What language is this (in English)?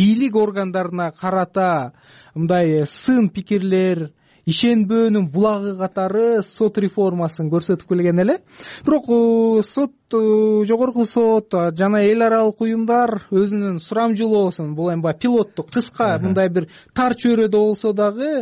Kyrgyz